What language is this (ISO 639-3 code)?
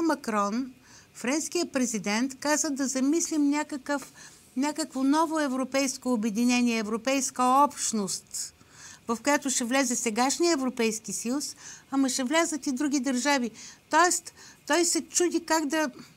bul